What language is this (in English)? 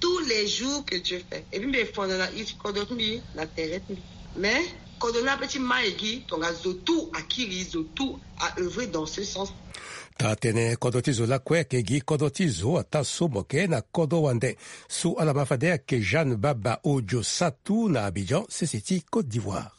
Sango